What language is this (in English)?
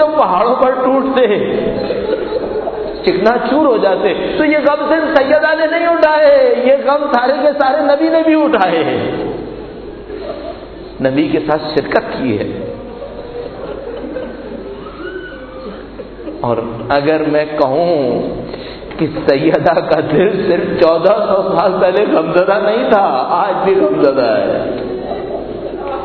Urdu